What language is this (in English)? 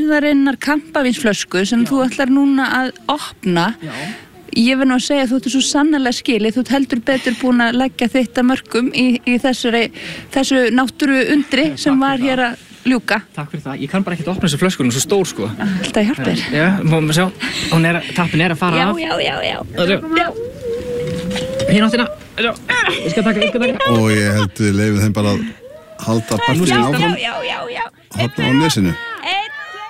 Icelandic